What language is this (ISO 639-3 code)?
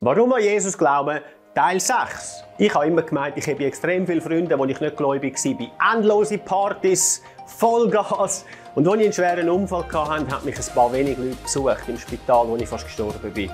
gsw